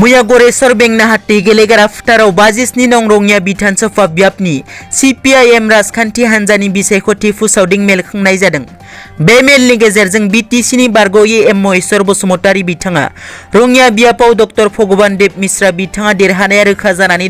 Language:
Bodo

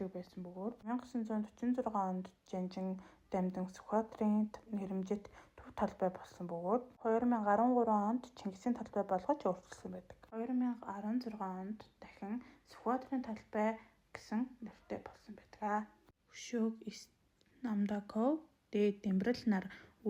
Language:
Mongolian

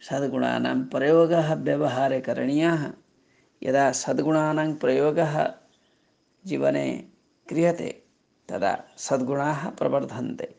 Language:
Sanskrit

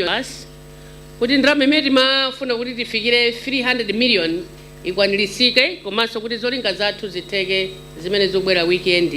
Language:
Nyanja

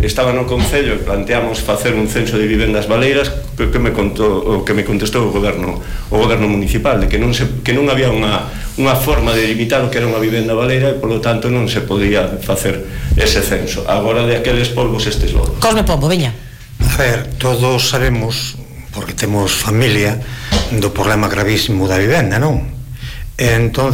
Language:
Galician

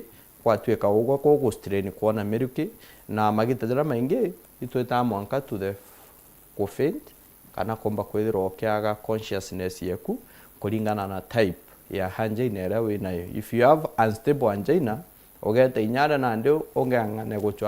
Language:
Meru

